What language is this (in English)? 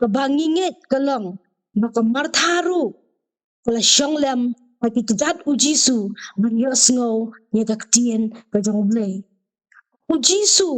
Khasi